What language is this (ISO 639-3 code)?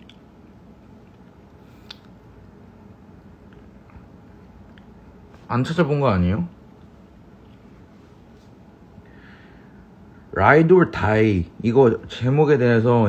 kor